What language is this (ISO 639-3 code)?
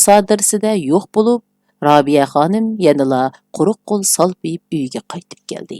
uig